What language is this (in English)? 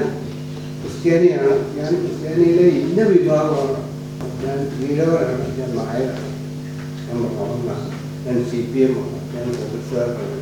Malayalam